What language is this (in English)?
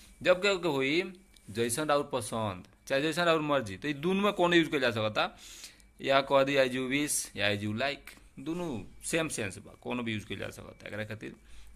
Bhojpuri